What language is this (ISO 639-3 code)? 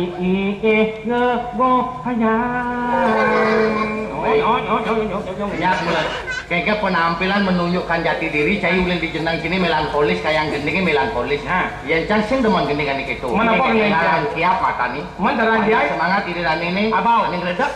ban